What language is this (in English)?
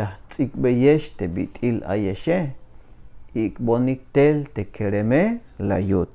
Tzeltal